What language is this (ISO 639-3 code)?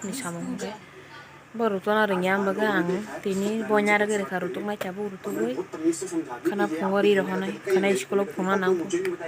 trp